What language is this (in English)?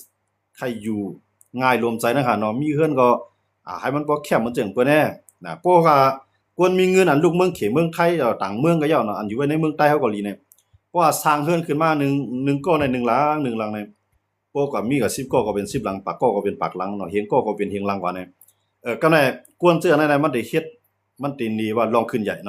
Shan